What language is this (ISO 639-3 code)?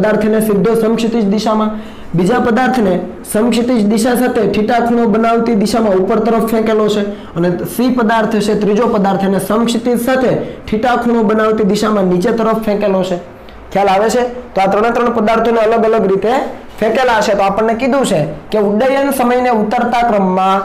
guj